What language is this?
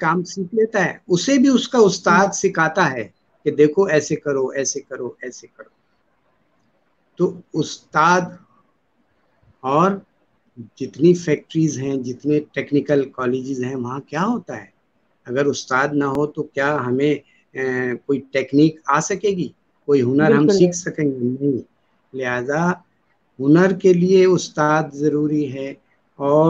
Urdu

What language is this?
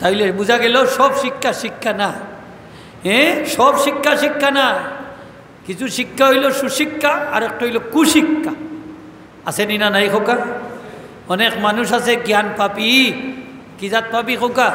Sylheti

